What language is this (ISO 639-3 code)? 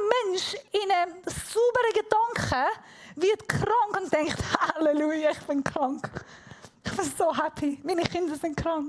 gsw